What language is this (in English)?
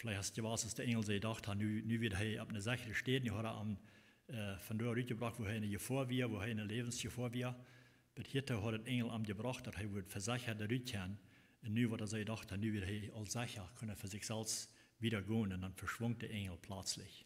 Plautdietsch